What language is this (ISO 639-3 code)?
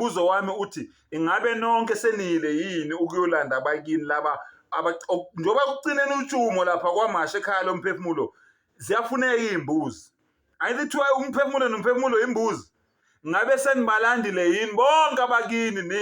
zul